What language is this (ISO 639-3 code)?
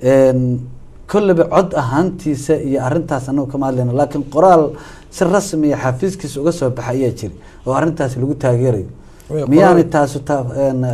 som